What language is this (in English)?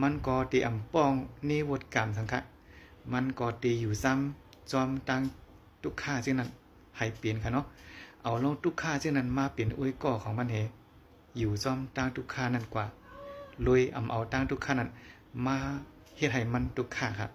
Shan